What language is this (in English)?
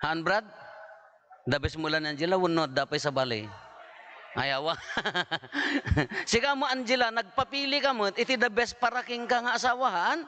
Iloko